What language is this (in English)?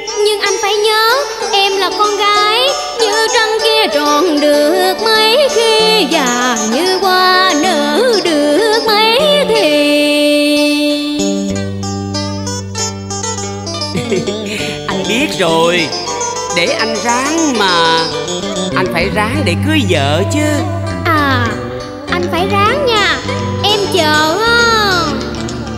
Vietnamese